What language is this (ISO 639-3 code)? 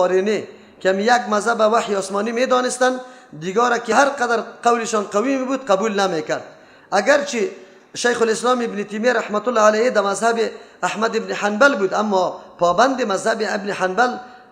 fas